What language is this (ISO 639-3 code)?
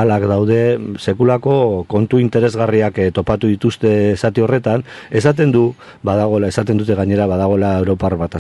eus